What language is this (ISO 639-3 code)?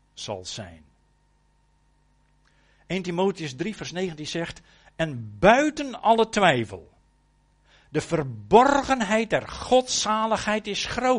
nld